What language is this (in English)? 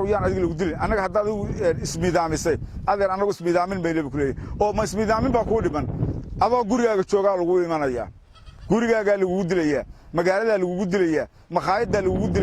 Somali